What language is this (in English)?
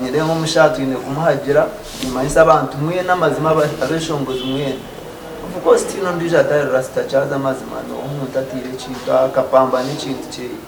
Nyankole